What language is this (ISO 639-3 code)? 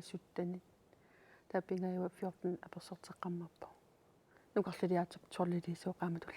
kal